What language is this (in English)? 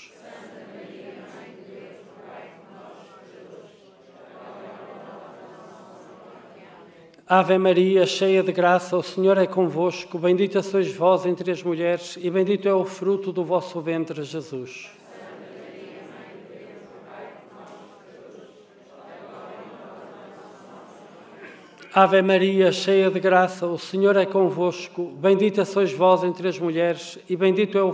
Portuguese